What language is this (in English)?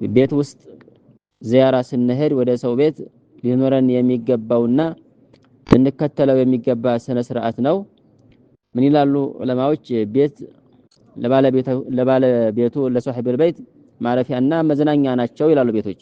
Amharic